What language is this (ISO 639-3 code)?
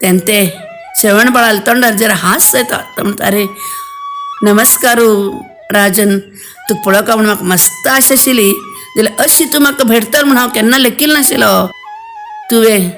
kok